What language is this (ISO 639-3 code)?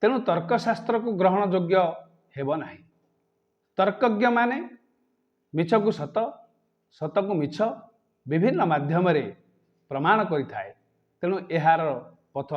ori